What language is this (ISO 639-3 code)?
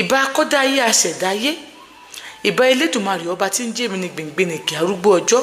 yor